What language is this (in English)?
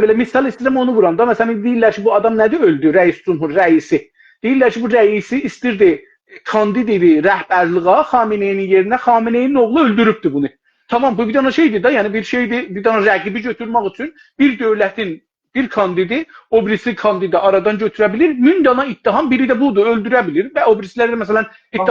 South Azerbaijani